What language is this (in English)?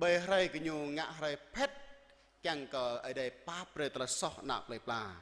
Jarai